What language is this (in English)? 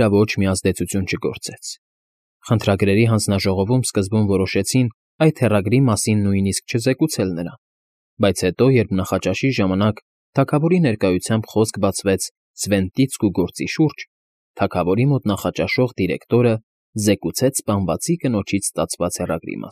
Armenian